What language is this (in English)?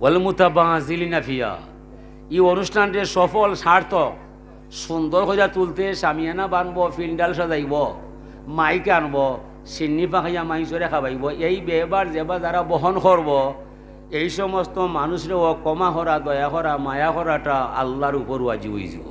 Sylheti